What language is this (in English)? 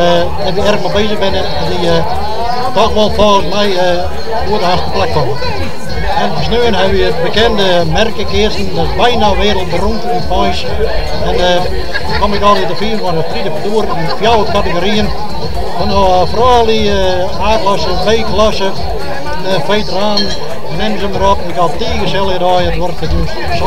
Western Frisian